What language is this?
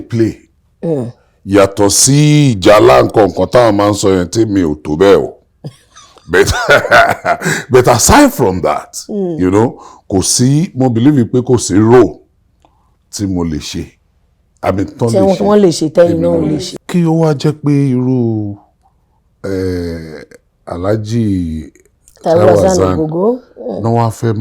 Yoruba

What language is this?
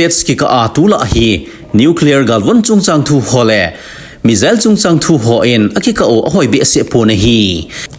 Thado Chin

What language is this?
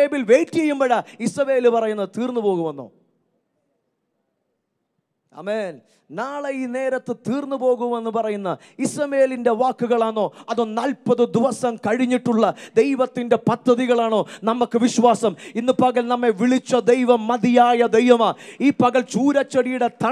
Malayalam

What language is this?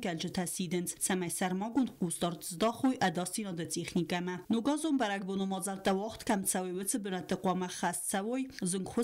Ossetic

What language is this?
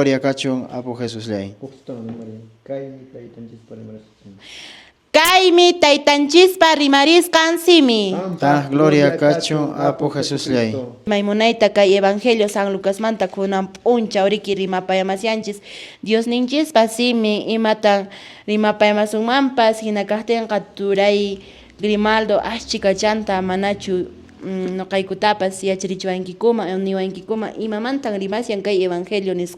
Quechua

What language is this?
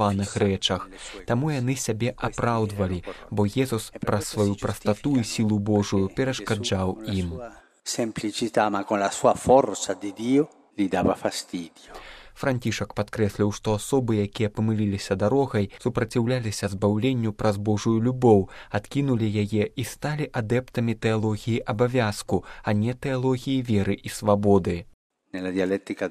Belarusian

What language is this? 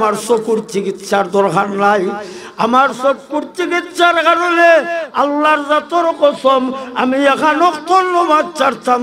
Sylheti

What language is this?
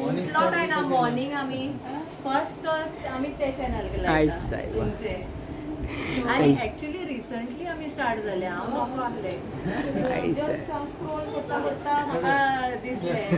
Konkani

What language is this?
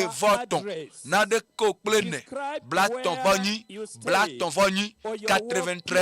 Ewe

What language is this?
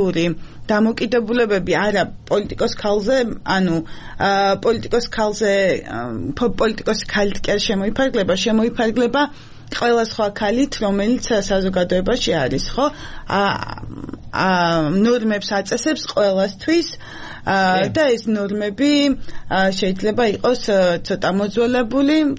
Georgian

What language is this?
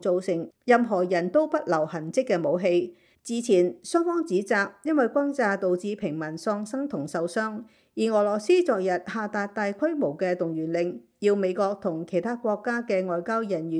Cantonese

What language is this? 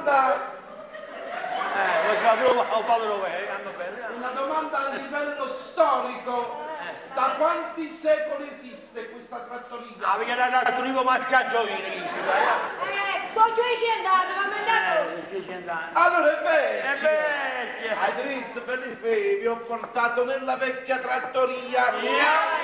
Neapolitan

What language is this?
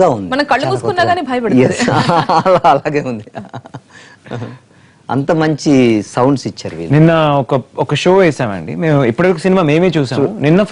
Telugu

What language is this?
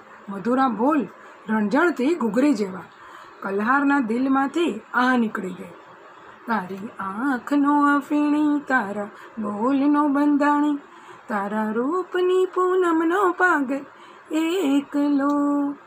Gujarati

